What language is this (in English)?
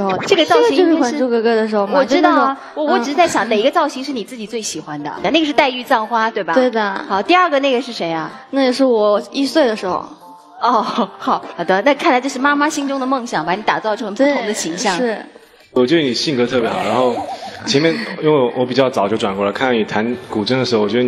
Chinese